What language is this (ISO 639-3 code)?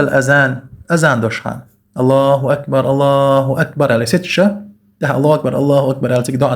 che